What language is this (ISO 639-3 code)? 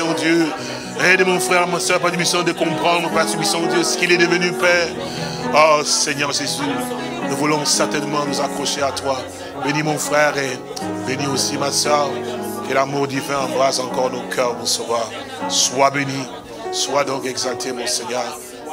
fra